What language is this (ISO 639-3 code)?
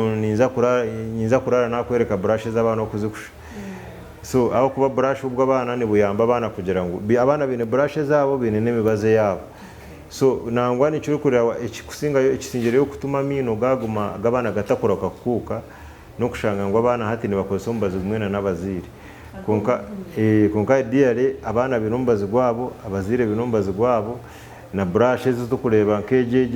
nyn